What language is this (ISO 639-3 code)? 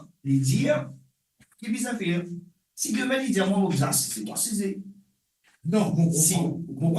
mfe